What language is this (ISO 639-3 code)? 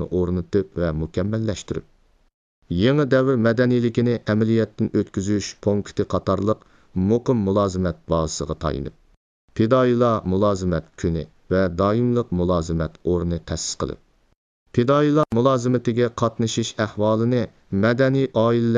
uig